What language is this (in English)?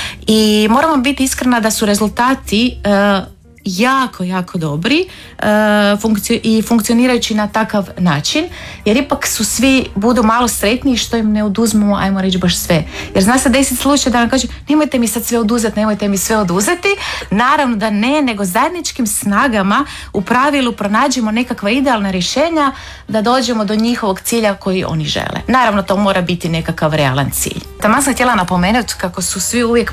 Croatian